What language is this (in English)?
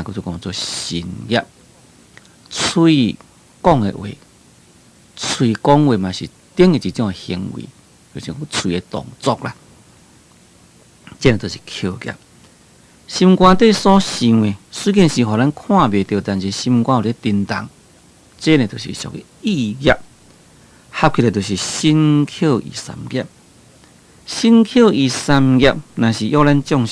Min Nan Chinese